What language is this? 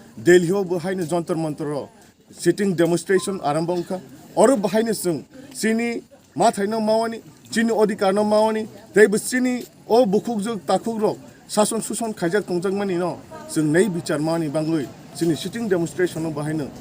Kok Borok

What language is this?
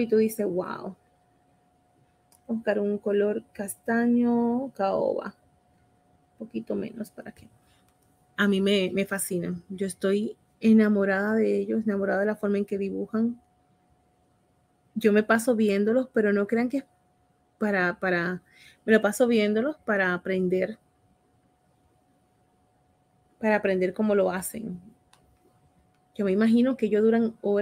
Spanish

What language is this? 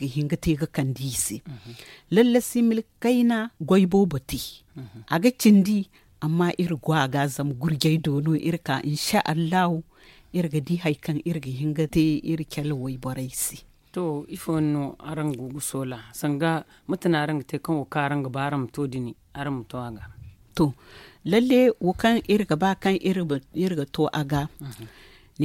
Zarma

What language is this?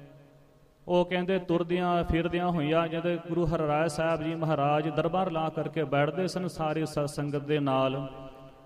Punjabi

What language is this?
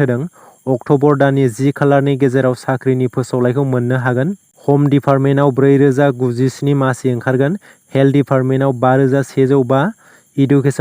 Bodo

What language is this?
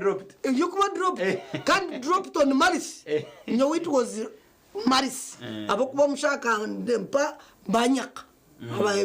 Nyankole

